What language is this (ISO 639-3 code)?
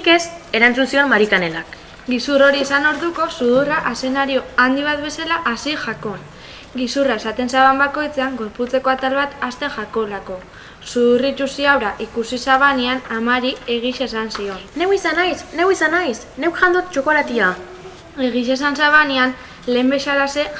eus